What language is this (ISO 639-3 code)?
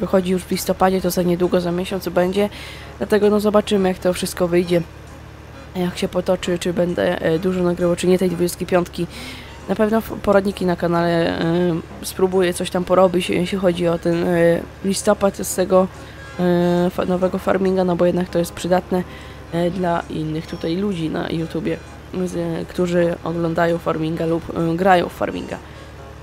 pol